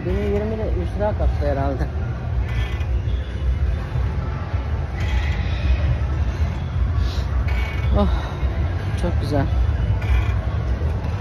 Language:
Turkish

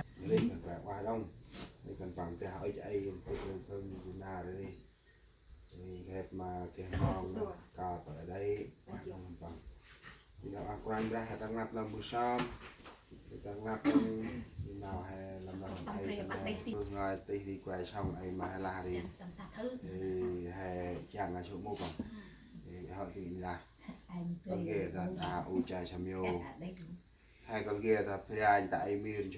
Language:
Central Mnong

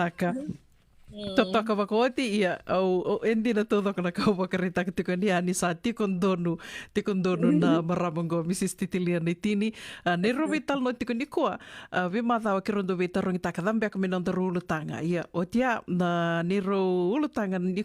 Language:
Fijian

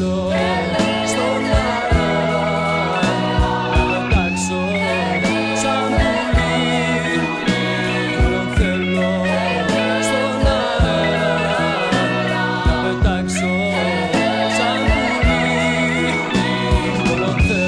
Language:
Greek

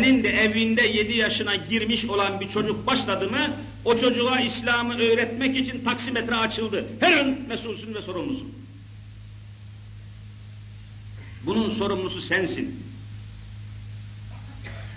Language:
Turkish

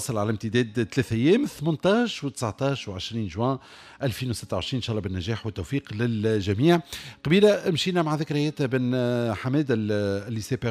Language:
Tunisian Arabic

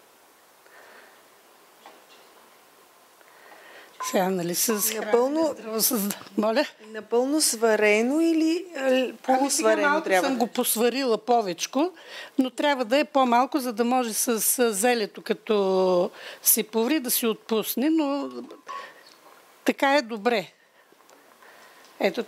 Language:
Bulgarian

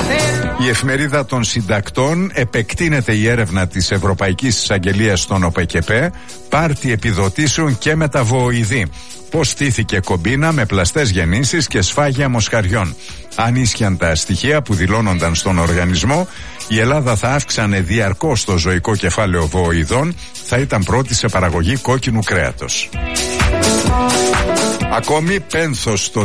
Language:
Greek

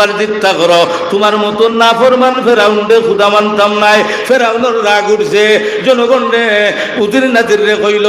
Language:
Sylheti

